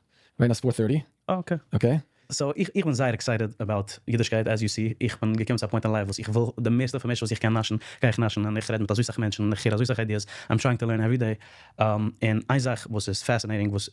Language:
Yiddish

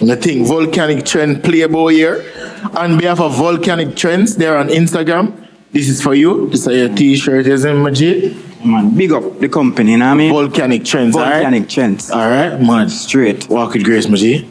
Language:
Jamaican Creole English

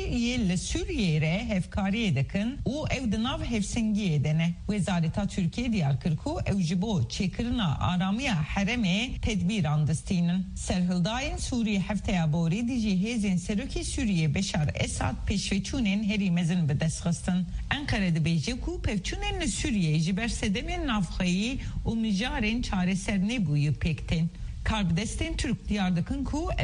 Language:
Kurdish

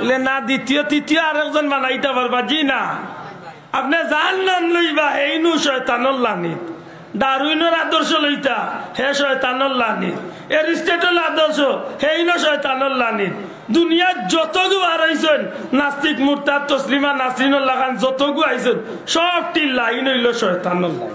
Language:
Sylheti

